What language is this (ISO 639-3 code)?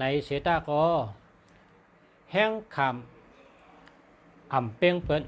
shn